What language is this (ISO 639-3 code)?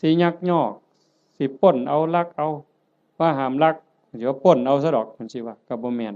tts